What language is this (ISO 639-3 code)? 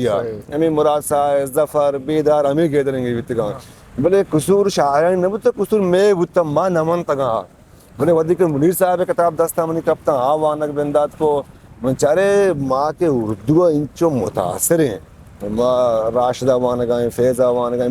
bgp